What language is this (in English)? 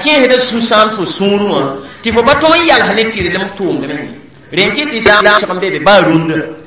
Mossi